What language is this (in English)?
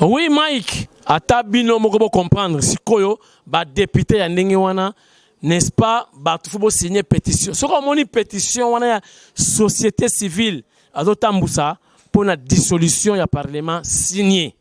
Lingala